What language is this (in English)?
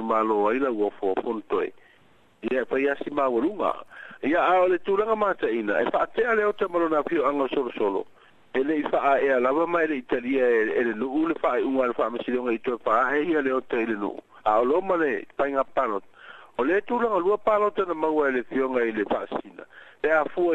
Samoan